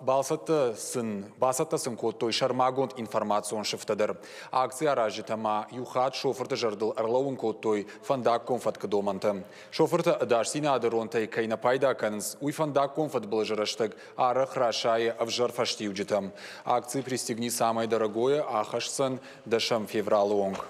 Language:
Ossetic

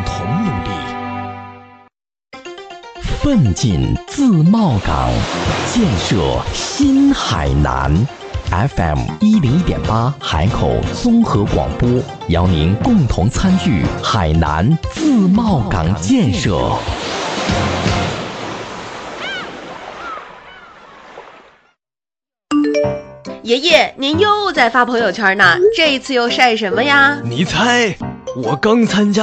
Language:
Chinese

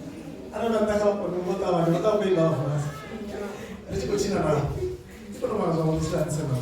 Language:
Venda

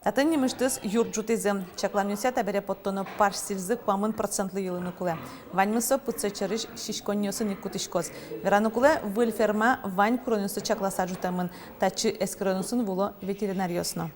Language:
Udmurt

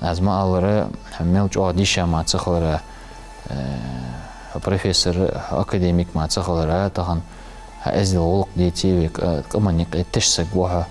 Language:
Ingush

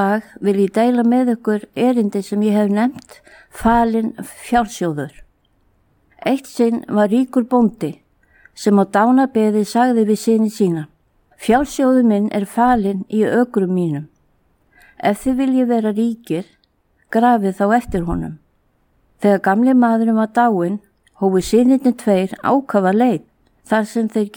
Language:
Icelandic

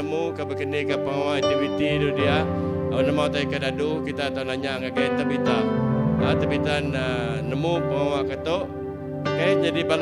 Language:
Iban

